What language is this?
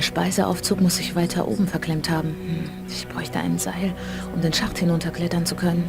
Bavarian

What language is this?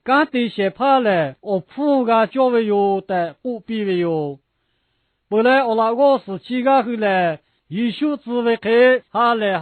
Lahu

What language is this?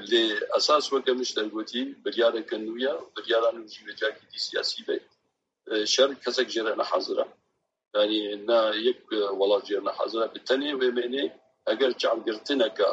Kurdish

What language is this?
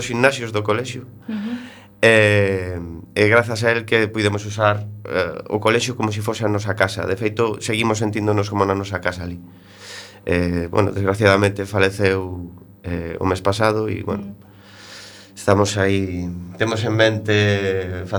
Galician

